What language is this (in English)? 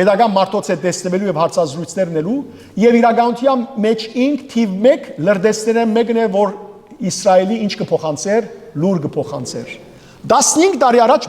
Western Armenian